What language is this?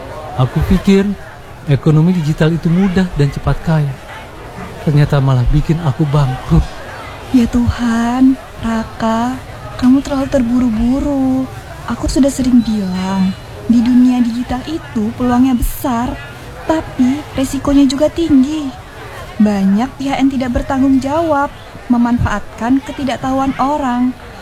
Indonesian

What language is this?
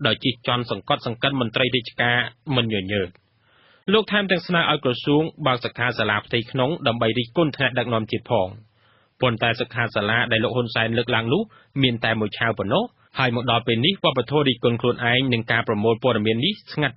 Khmer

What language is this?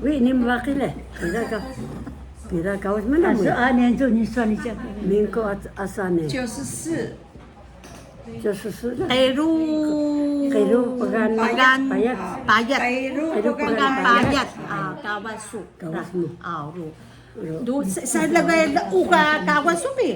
Atayal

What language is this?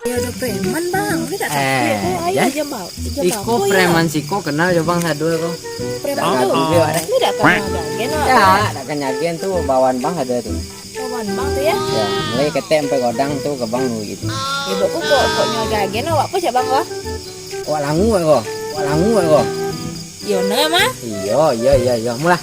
Minangkabau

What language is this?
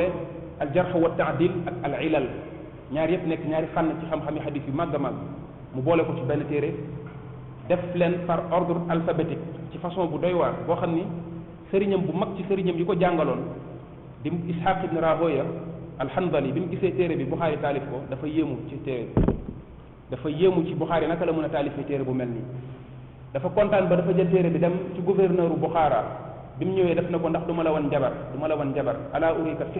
Wolof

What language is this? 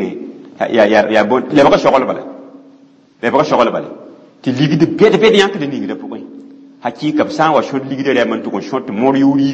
Mossi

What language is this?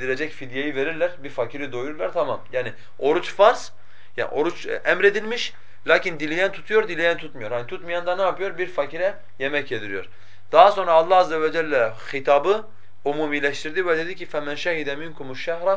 Turkish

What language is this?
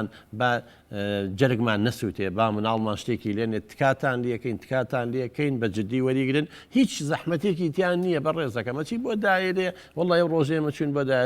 Central Kurdish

